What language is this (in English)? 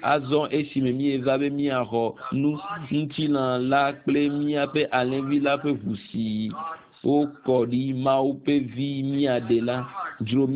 Ewe